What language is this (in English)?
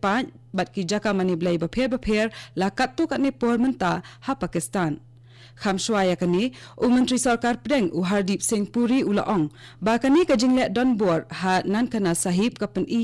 Khasi